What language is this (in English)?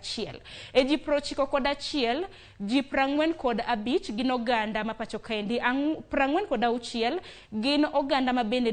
Luo (Kenya and Tanzania)